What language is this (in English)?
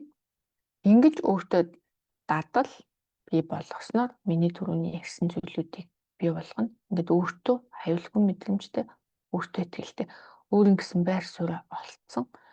Mongolian